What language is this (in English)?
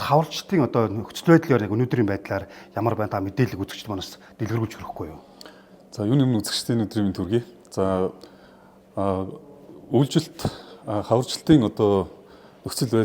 Mongolian